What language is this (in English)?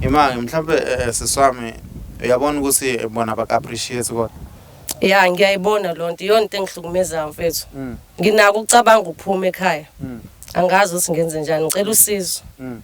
Zulu